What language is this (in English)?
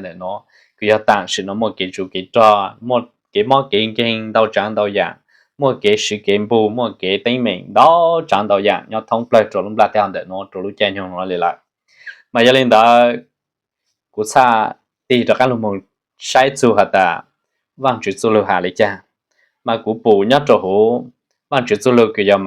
Hmong